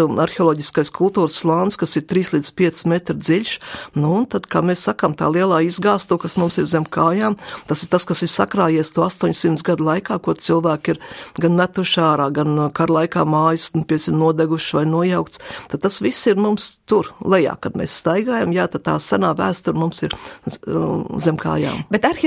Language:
Latvian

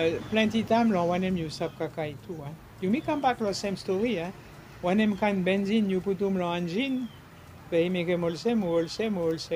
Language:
Bislama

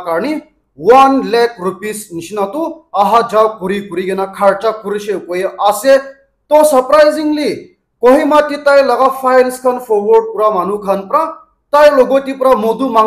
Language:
Naga Pidgin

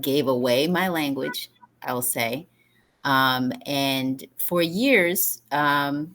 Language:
English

